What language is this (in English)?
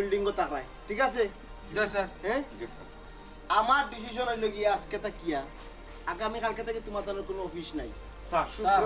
Sylheti